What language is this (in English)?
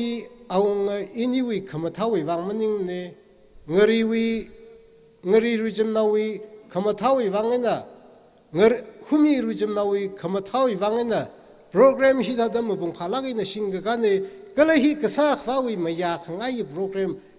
Tangkhul Naga (India)